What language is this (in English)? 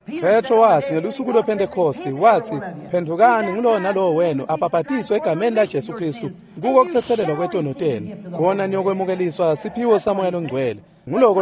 Swati